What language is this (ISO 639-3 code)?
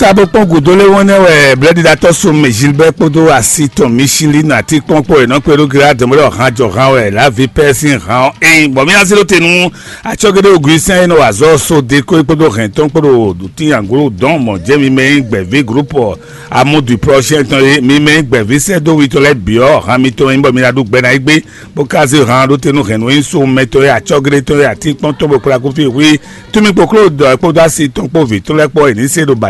fon